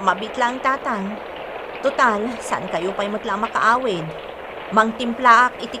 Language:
Iloko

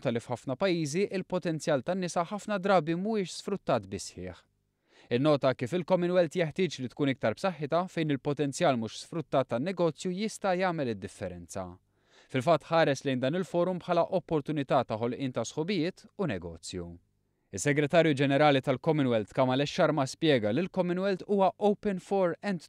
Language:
Maltese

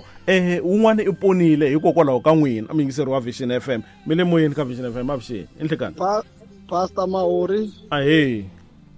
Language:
Tsonga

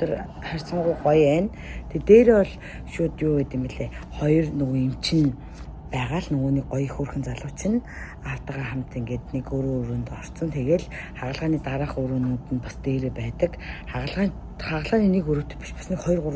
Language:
Mongolian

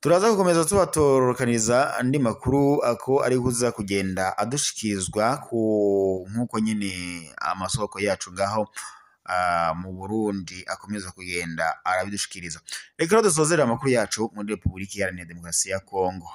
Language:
Rundi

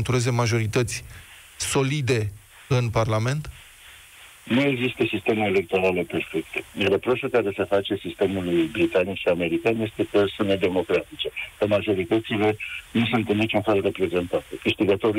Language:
Romanian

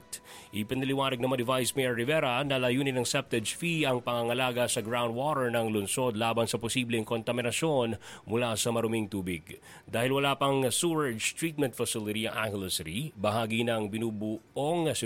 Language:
Filipino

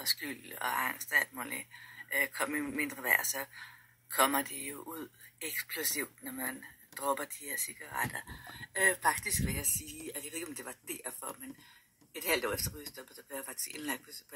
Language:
Danish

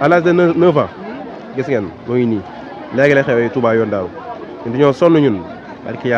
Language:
Wolof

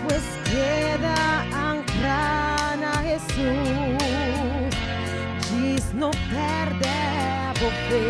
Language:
Papiamento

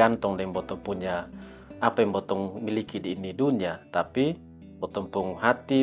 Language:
Kupang Malay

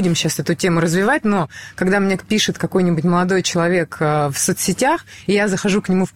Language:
Russian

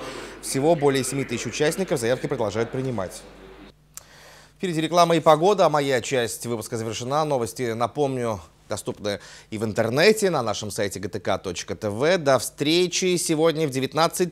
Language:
Russian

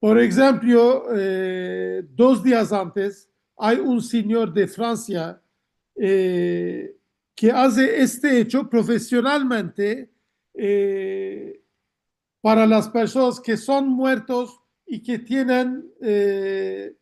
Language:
Ladino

